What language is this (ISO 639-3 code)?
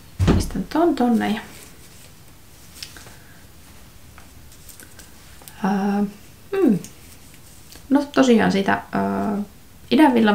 fin